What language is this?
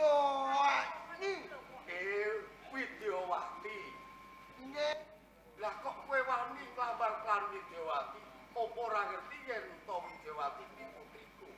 Javanese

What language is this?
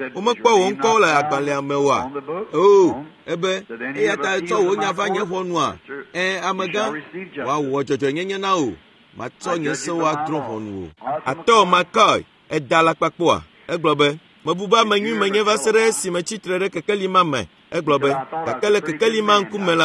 Ewe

